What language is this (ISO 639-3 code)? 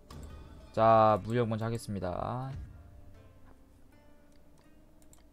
kor